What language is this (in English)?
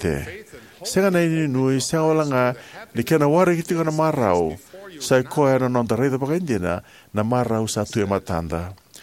Fijian